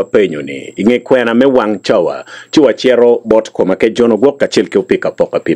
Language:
Acoli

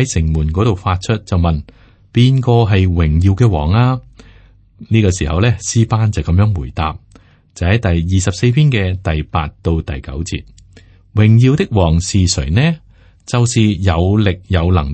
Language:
Cantonese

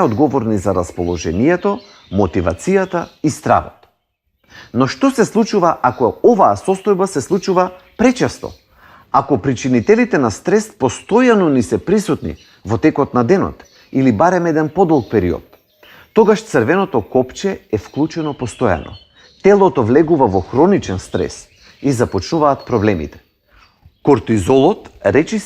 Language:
Macedonian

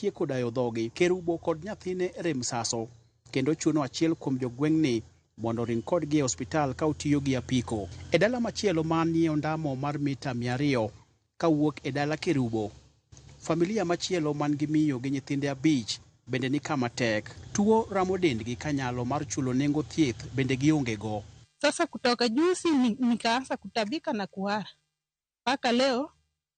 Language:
Luo (Kenya and Tanzania)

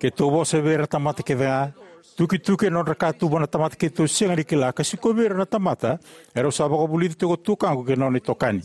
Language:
Fijian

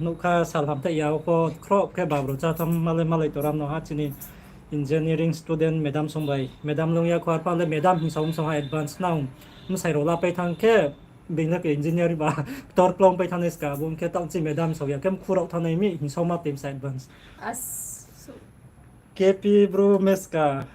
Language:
Riang (India)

